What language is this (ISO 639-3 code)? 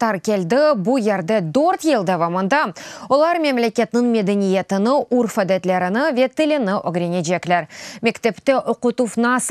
crh